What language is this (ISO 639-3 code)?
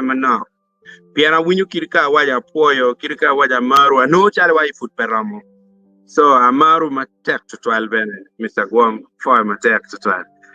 ach